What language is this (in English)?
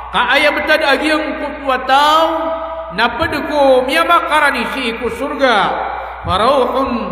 Maranao